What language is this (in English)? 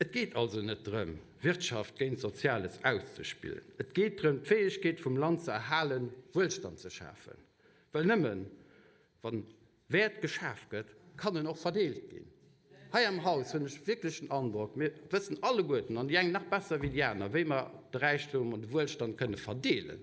Luxembourgish